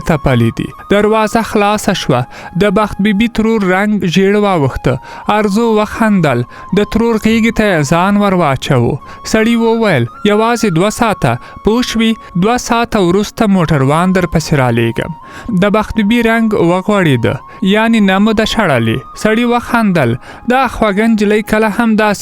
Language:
Pashto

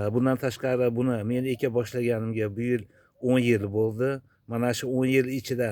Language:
Uzbek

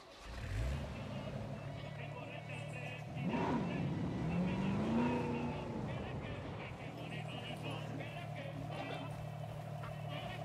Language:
German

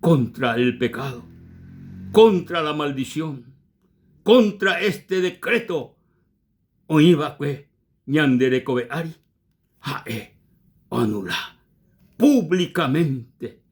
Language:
Guarani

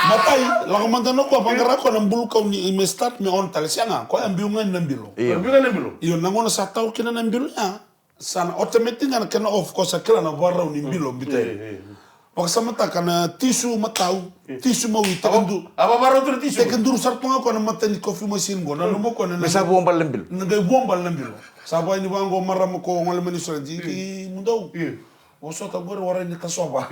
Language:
Fijian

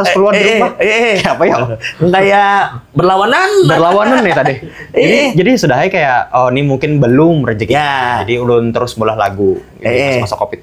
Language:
Banjar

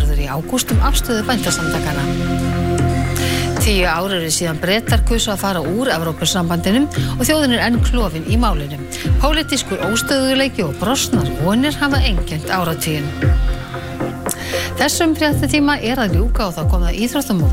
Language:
Icelandic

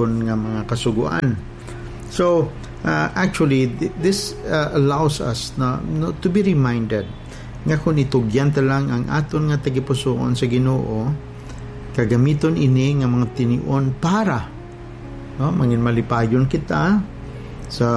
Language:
Hiligaynon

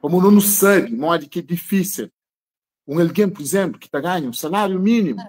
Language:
Kabuverdianu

